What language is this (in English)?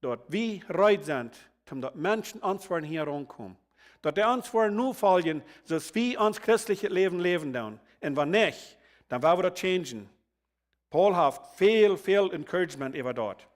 Plautdietsch